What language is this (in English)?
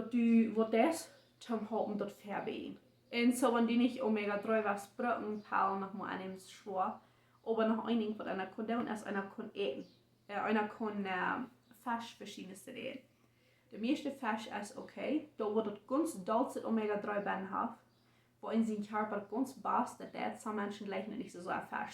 Plautdietsch